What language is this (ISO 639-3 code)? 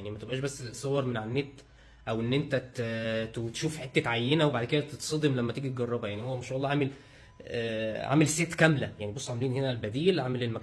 arz